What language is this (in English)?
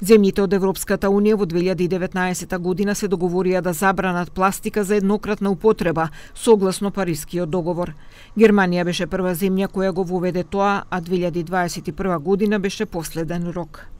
Macedonian